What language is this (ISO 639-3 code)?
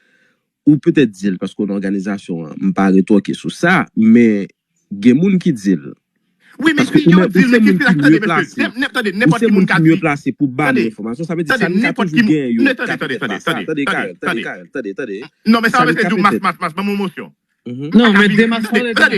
hat